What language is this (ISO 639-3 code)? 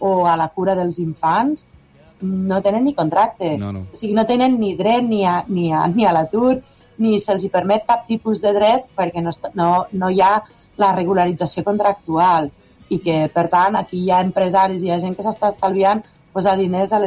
cat